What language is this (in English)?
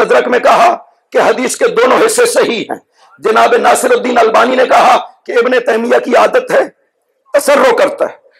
Urdu